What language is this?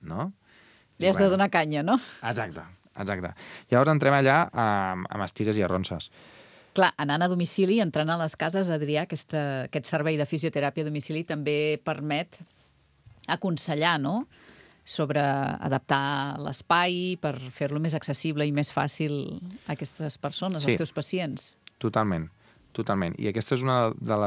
Catalan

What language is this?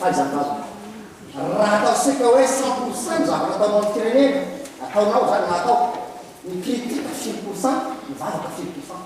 Malagasy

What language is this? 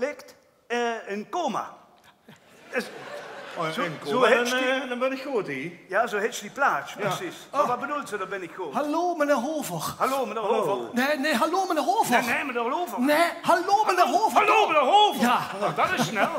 Limburgish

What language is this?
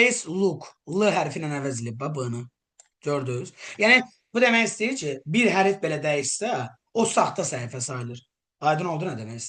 Azerbaijani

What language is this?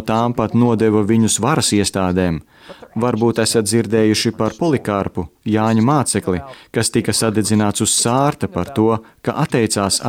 Latvian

